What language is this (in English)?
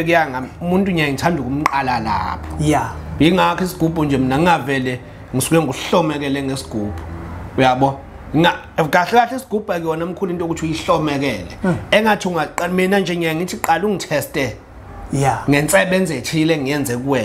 Zulu